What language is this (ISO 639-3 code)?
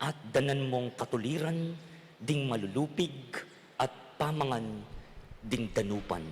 pam